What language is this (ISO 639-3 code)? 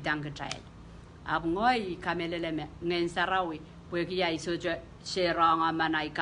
pon